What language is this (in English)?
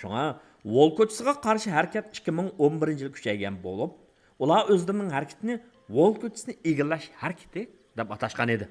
Uyghur